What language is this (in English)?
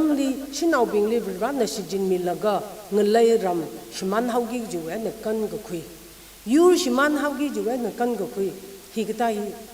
Tangkhul Naga (India)